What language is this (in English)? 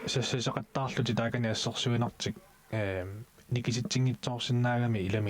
Kalaallisut